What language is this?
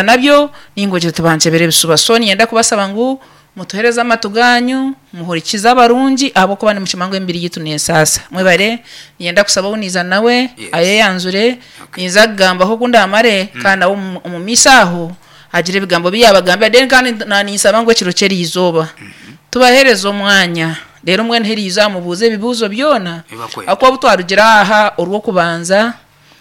Nyankole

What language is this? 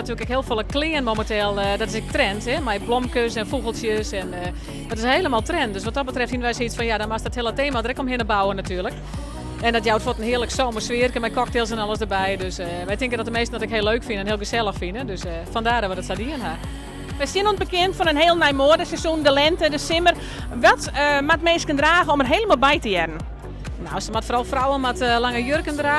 Western Frisian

